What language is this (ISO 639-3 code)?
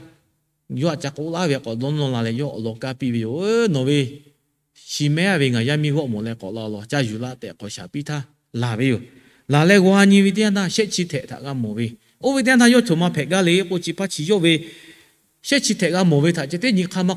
lhu